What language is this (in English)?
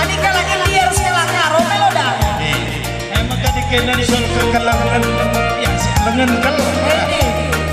Batak Karo